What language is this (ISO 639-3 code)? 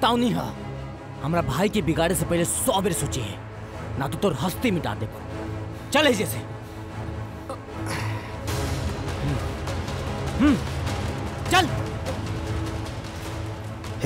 bho